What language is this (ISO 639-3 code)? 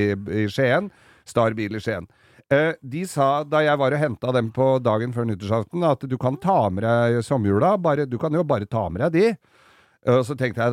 nor